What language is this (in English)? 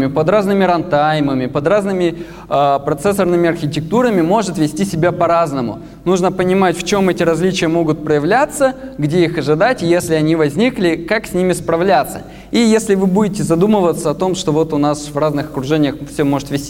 Russian